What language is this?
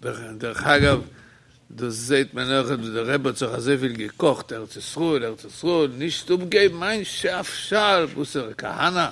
Yiddish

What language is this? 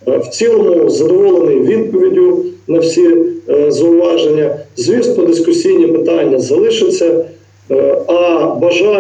Ukrainian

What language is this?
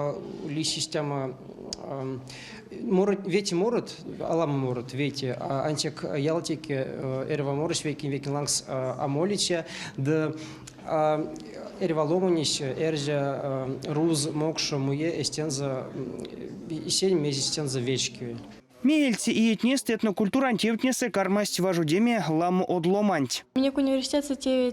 Erzya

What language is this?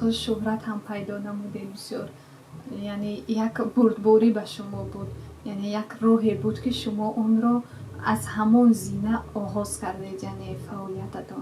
Tajik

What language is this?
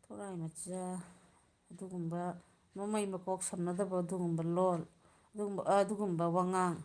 Manipuri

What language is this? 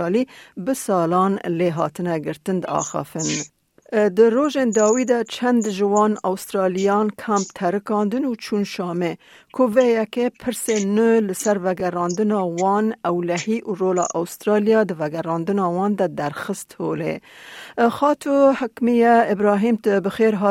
Kurdish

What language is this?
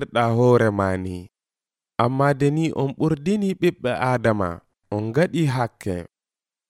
Nigerian Fulfulde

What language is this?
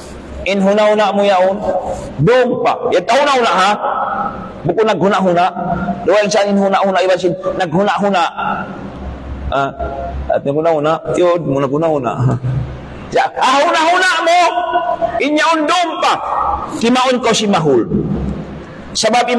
Tausug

